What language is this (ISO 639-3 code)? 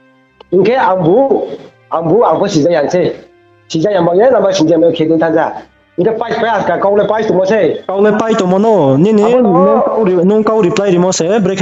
ria